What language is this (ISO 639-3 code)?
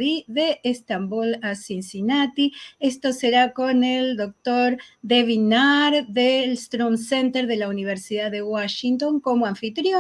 lad